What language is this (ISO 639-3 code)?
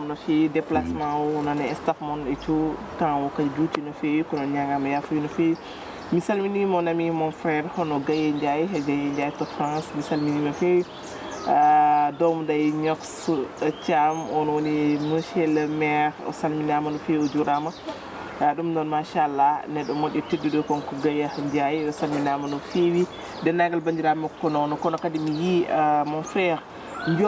ful